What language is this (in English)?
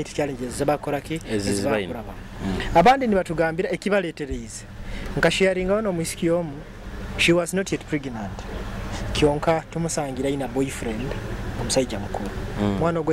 Nyoro